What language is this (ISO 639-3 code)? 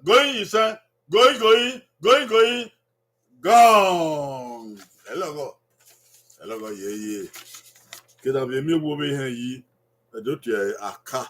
bin